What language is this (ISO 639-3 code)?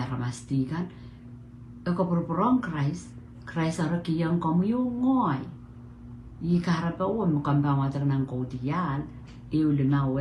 pon